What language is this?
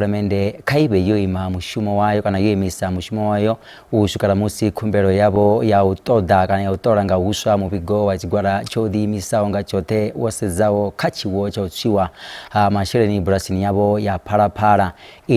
Venda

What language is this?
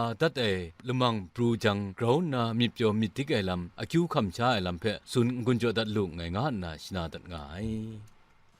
Kachin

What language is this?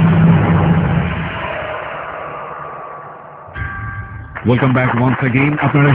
Bangla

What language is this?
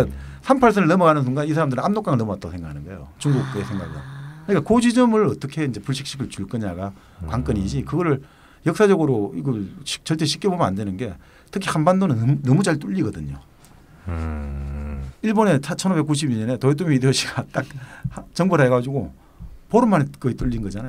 Korean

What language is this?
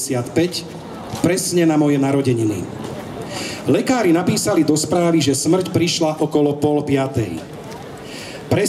Slovak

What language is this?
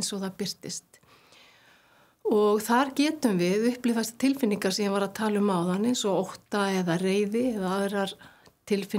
Icelandic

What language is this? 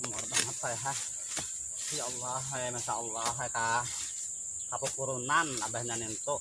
Banjar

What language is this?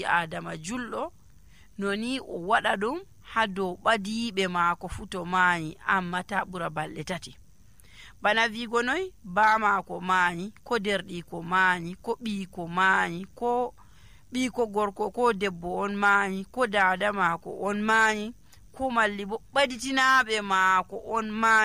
Nigerian Fulfulde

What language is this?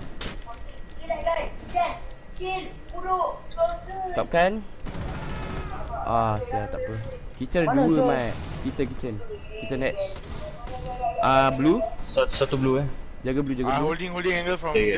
Malay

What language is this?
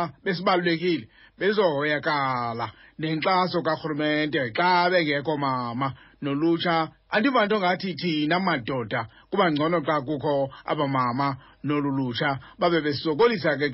Xhosa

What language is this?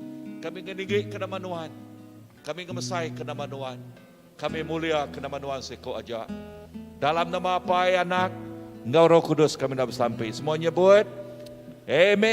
Iban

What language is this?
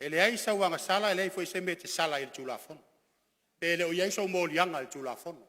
Samoan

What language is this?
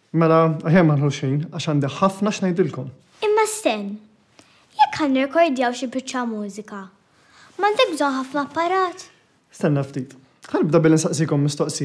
Maltese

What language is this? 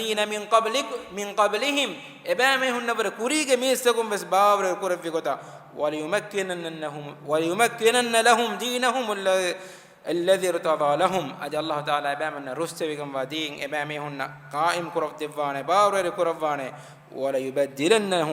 Divehi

